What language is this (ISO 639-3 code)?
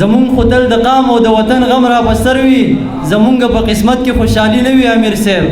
pus